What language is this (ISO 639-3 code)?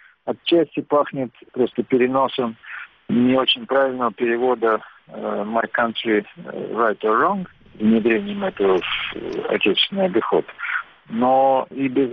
rus